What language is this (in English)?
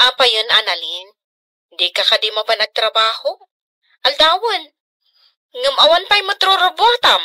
Iloko